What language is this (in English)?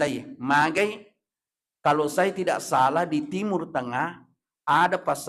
Buginese